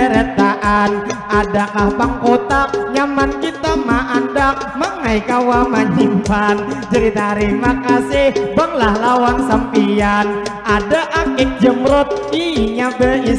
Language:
Banjar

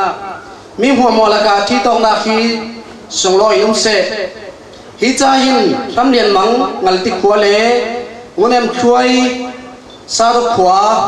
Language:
Falam Chin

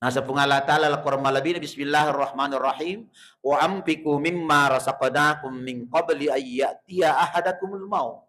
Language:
Buginese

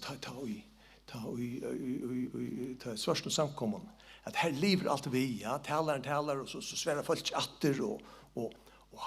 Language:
Faroese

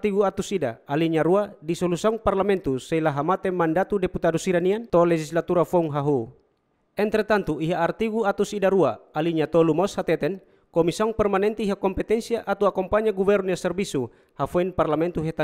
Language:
Tetum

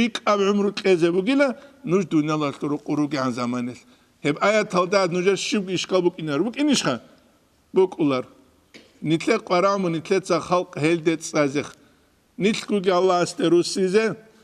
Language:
Avaric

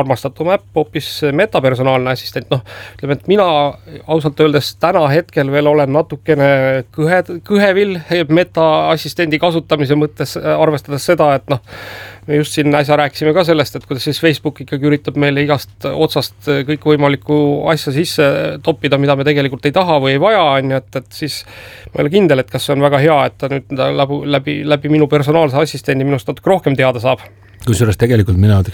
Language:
Estonian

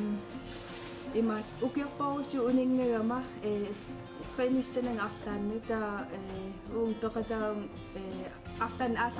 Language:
Kalaallisut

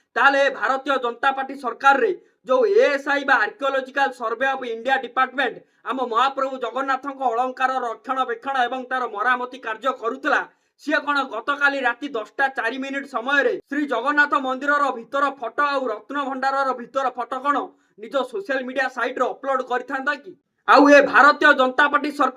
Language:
Odia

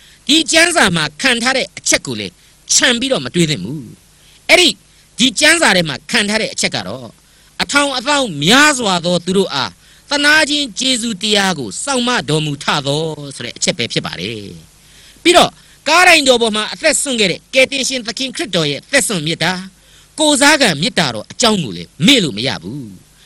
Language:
Burmese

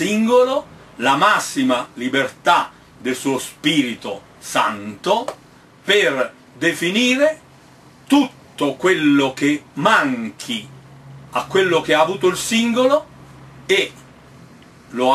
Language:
Italian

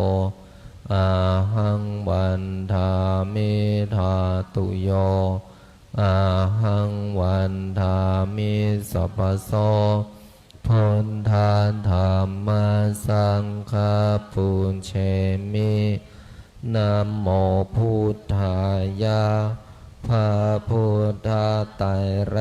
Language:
Pali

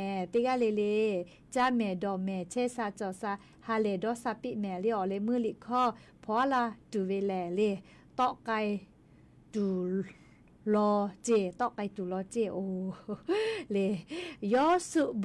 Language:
Lahu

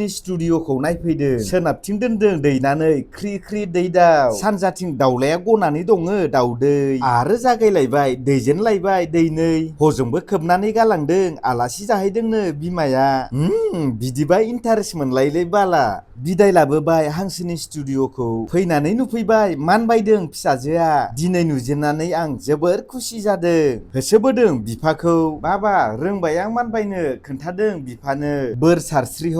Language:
Bodo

